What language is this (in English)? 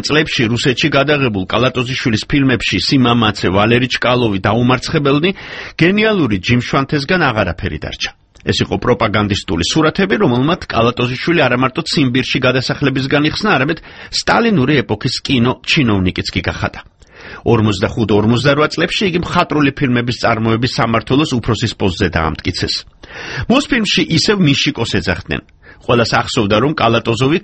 Georgian